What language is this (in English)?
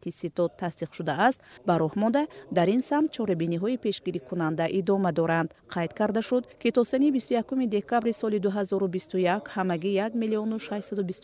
Tajik